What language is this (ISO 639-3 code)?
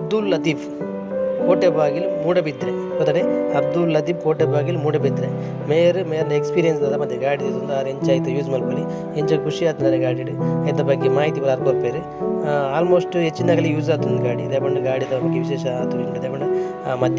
tcy